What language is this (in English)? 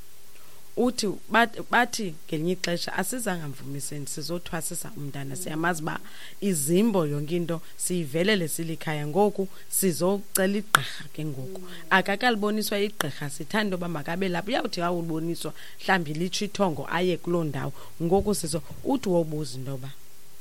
Xhosa